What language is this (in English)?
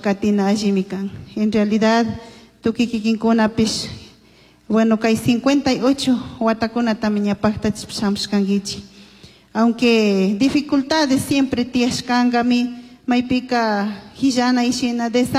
Chimborazo Highland Quichua